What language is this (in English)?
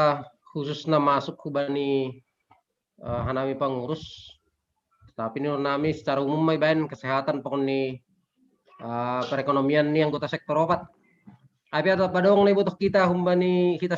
Batak Simalungun